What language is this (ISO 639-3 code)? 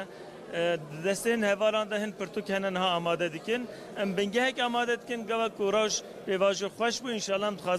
kur